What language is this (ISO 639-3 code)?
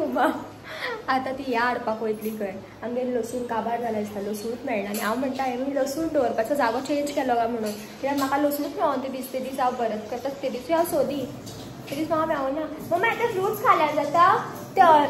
kok